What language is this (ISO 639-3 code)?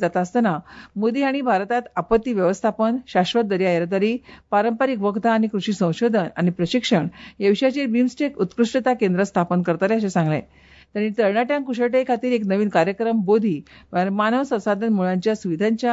kok